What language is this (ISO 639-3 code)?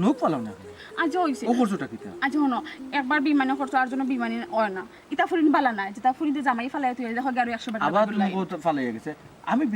syl